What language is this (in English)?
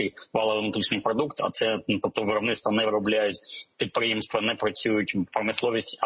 Ukrainian